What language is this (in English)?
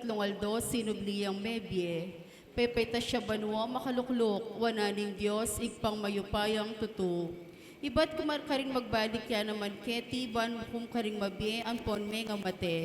Pampanga